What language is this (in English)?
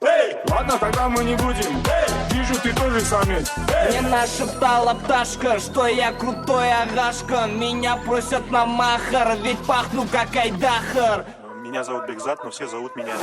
Kara-Kalpak